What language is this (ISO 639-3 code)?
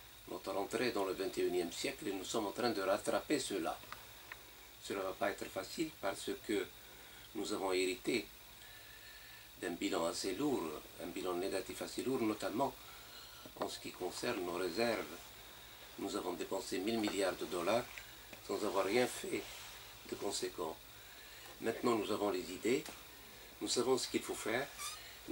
fra